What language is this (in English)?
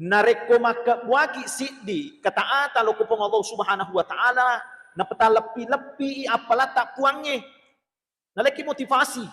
Buginese